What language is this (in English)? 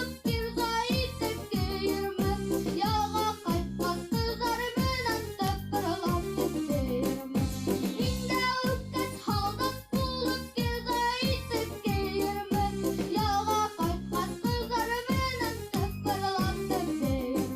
Bashkir